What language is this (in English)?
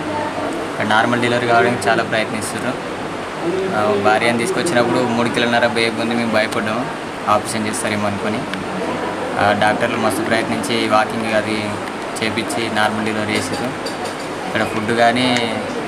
Telugu